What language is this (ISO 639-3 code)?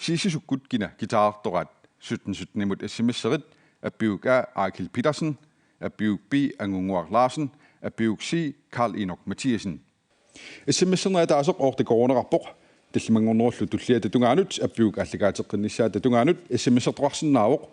kal